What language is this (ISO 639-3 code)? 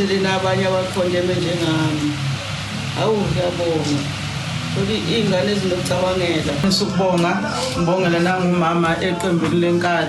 zul